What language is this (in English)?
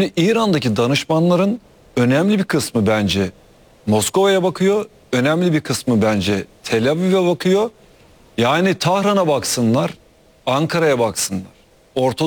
Turkish